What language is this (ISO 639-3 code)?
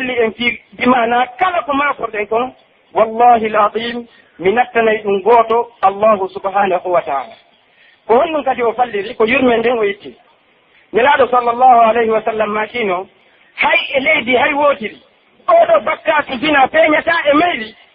fuf